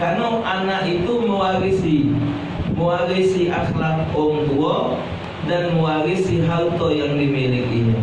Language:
Musi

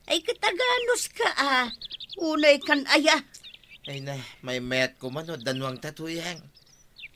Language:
Iloko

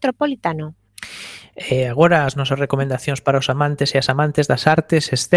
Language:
Galician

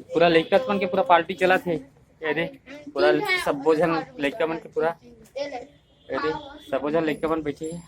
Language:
Chhattisgarhi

